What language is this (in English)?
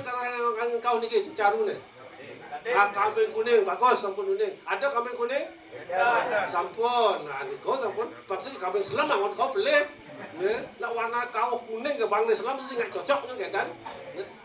Balinese